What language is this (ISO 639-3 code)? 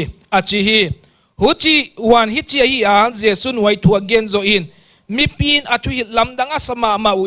pck